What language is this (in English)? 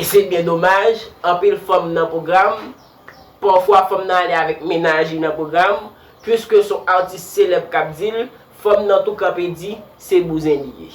Haitian Creole